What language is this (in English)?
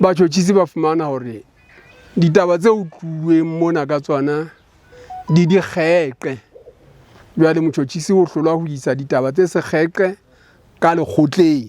Southern Sotho